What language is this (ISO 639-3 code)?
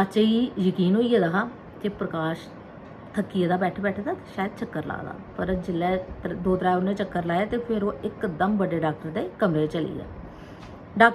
doi